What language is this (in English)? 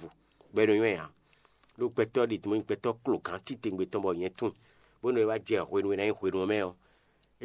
Fon